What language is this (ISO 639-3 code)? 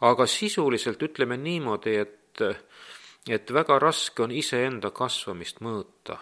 est